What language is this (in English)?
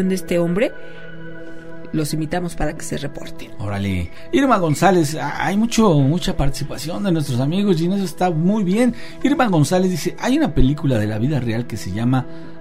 Spanish